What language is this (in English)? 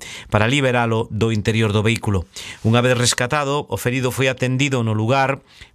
Galician